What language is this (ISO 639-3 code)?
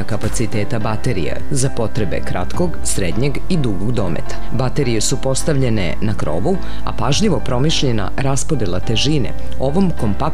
srp